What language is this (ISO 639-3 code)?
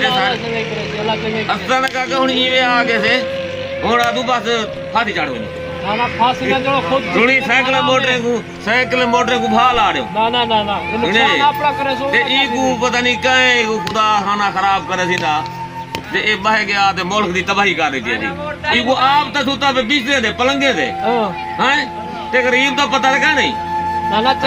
skr